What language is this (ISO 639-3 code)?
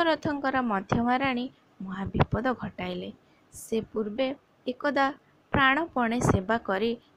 ori